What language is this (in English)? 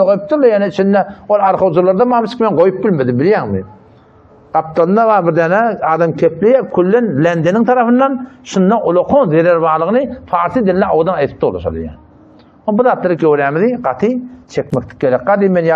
Turkmen